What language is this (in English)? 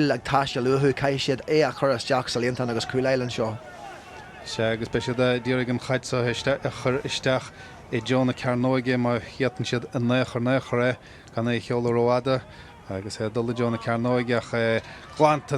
Irish